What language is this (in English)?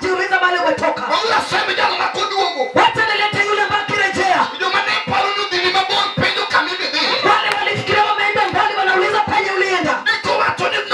Luo (Kenya and Tanzania)